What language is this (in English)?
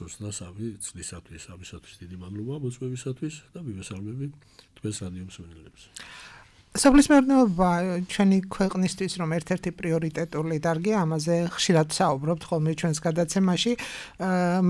Georgian